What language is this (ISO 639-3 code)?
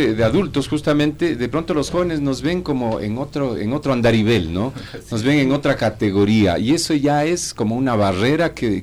spa